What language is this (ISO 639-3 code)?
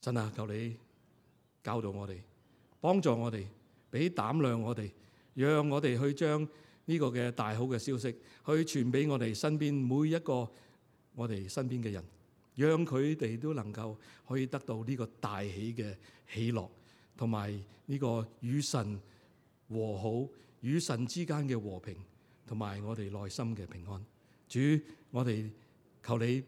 yue